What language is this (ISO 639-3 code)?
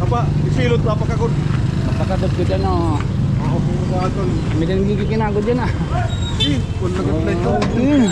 war